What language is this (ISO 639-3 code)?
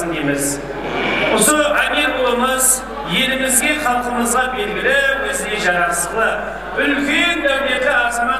kaa